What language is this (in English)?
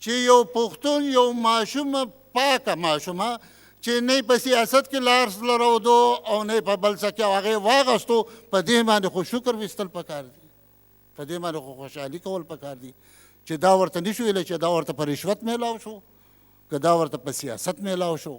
Pashto